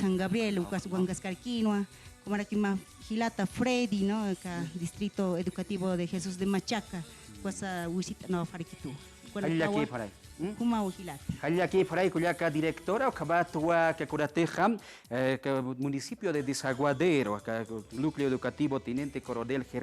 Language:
Aymara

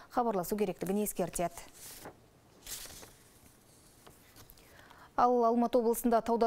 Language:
Kazakh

